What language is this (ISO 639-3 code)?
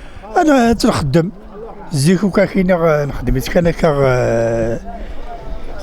kab